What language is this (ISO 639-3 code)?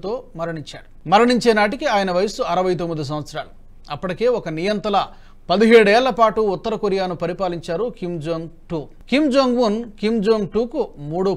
tel